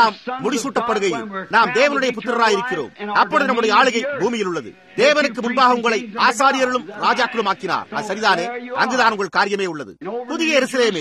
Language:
Tamil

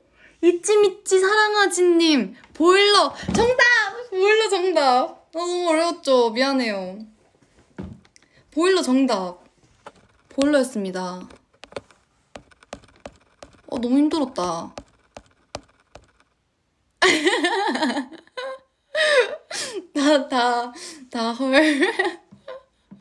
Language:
Korean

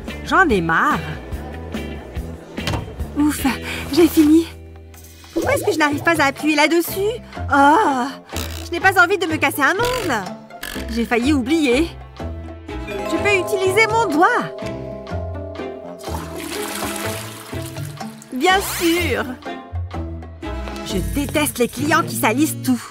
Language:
French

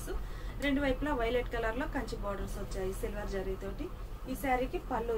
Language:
Telugu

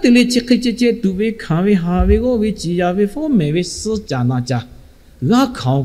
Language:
Lahu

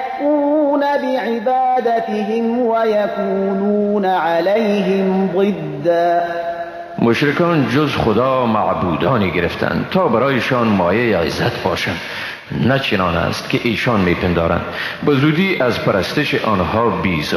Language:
Persian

